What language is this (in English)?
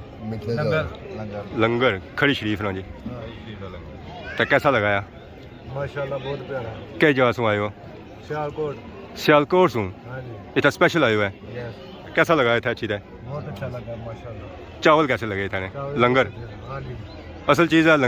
Pahari-Potwari